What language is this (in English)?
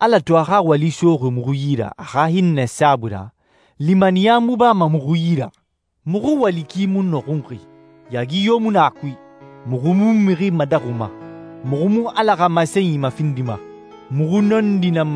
Susu